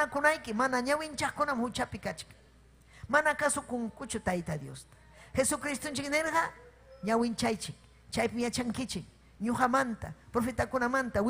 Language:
Ayacucho Quechua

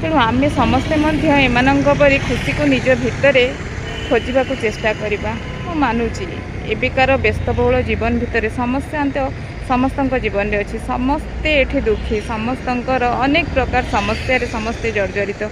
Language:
Odia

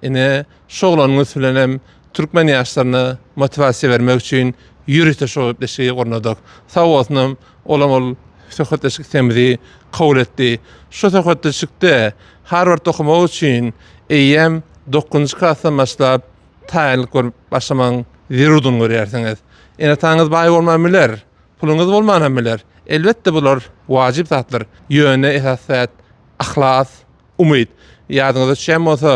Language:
Turkmen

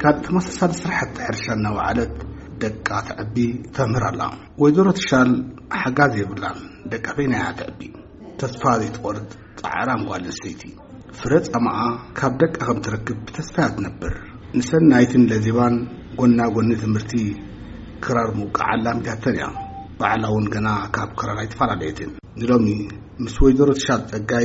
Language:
Tigrinya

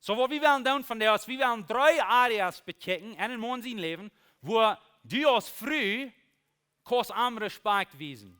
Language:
Plautdietsch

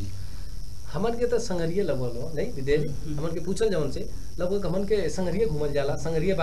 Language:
Bhojpuri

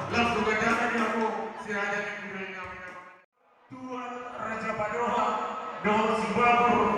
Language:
Batak Toba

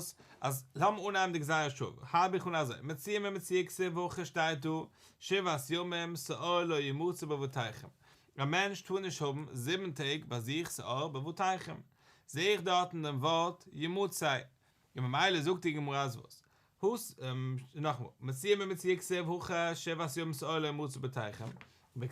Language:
Yiddish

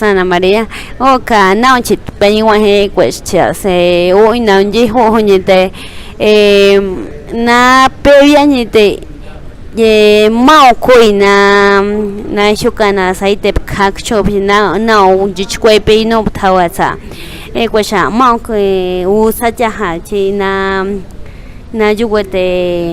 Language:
Páez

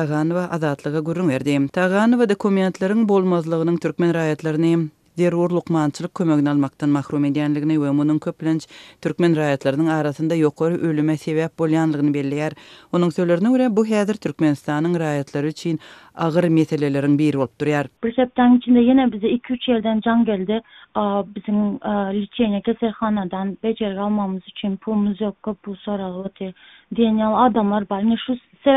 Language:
Turkmen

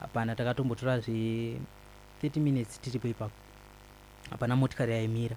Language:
Shona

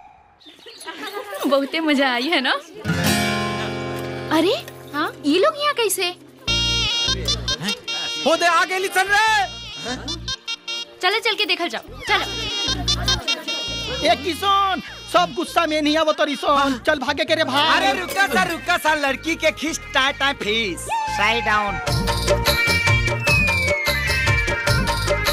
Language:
Bhojpuri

